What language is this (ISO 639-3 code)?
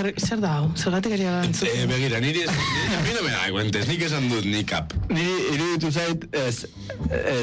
eus